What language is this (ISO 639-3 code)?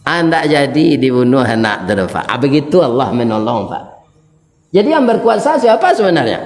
min